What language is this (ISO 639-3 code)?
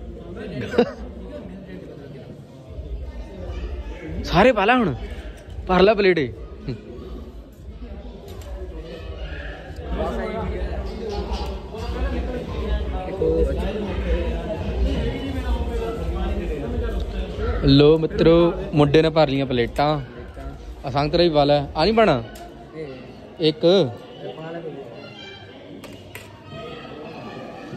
pan